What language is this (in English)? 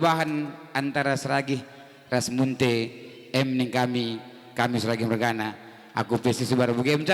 Batak Karo